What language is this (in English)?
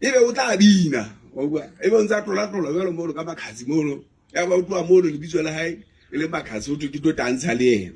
Southern Sotho